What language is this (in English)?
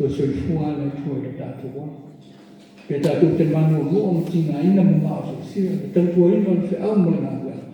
Samoan